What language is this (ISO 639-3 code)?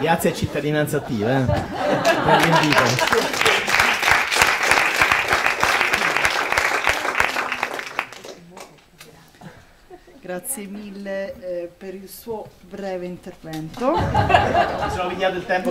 ita